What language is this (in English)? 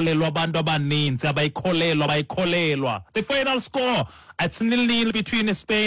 Xhosa